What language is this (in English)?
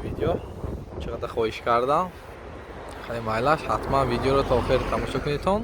Tajik